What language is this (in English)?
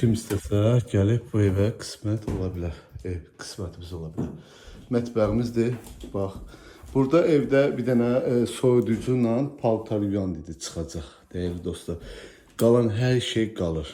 Azerbaijani